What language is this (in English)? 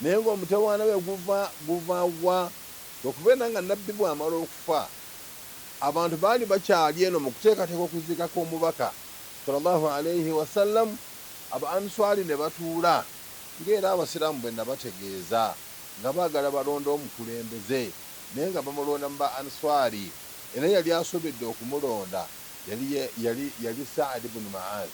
Ganda